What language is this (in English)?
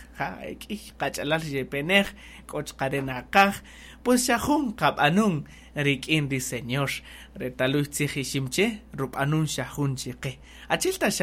Kaqchikel